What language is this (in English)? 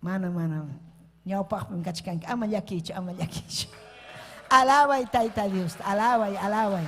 Ayacucho Quechua